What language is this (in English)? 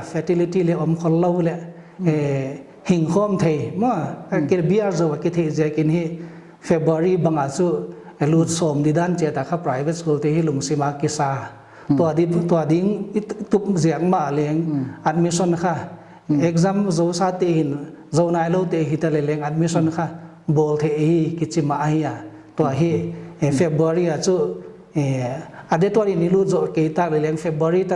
Paite Chin